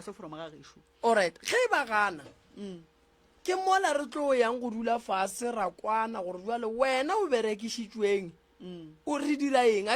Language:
Northern Sotho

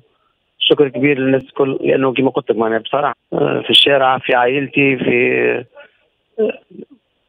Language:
Tunisian Arabic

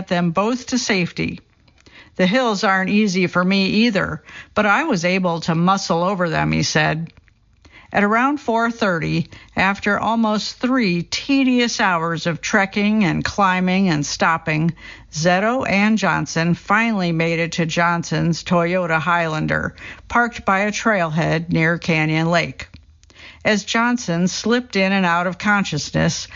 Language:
English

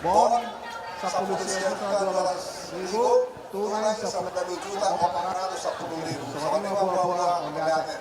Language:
Batak Toba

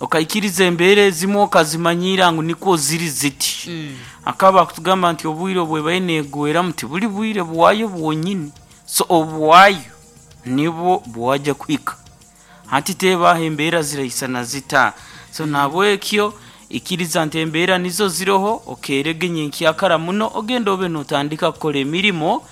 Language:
Nyankole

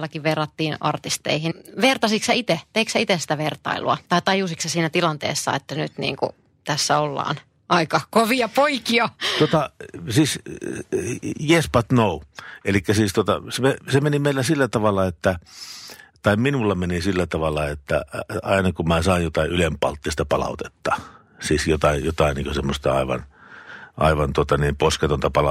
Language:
Finnish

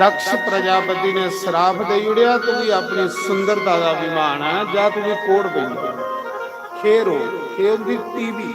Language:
Dogri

